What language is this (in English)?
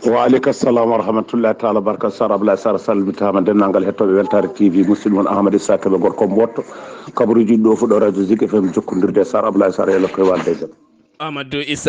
Fula